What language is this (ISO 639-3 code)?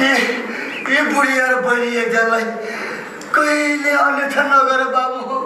nep